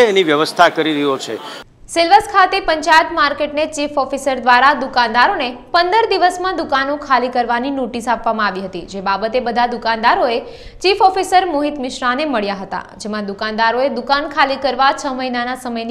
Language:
Gujarati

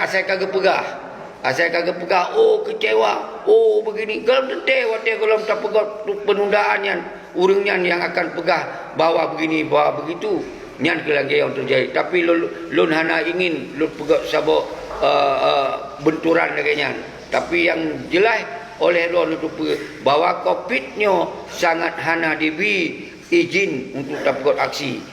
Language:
Achinese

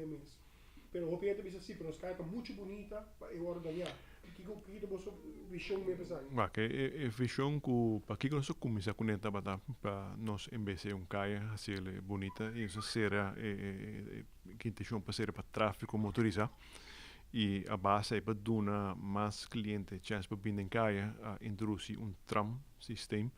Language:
Papiamento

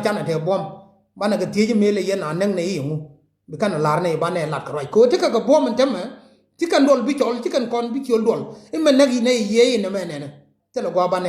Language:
Nuer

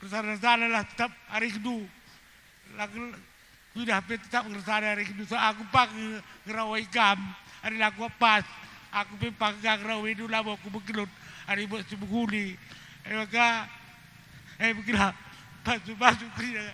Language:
Batak Karo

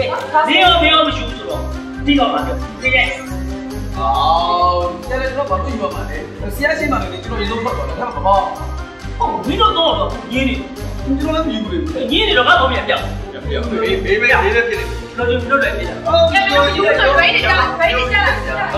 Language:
Burmese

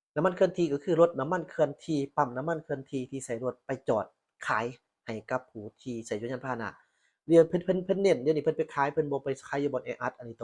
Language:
Lao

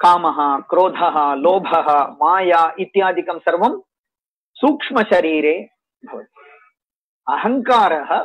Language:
Sanskrit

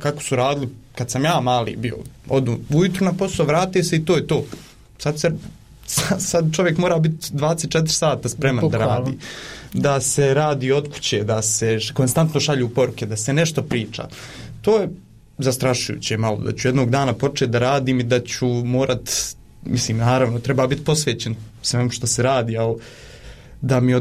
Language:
Bosnian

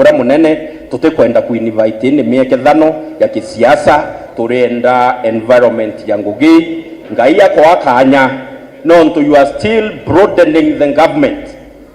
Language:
Meru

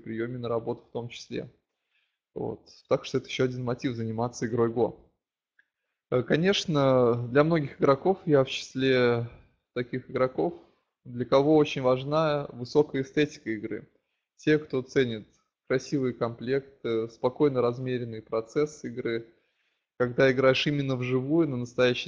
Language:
Russian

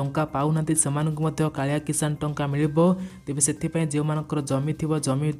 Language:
Odia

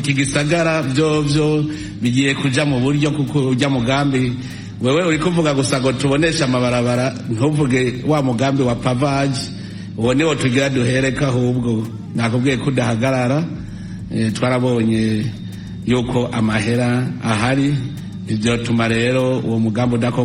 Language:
Rundi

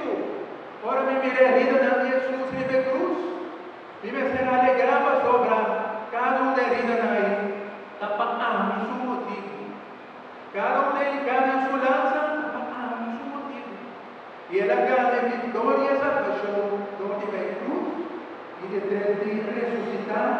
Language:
Papiamento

